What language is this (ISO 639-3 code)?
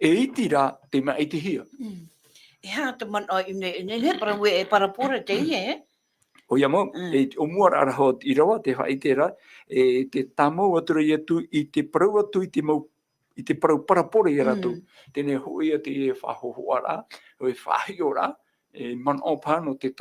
tah